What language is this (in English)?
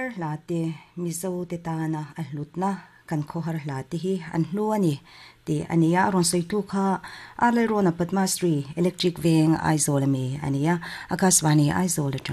Mizo